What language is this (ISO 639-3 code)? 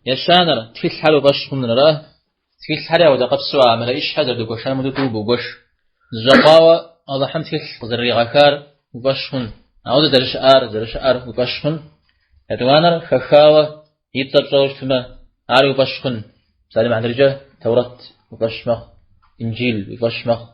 kbd